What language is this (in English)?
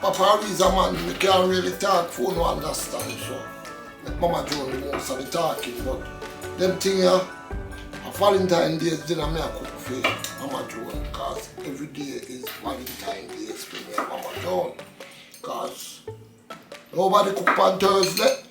Jamaican Creole English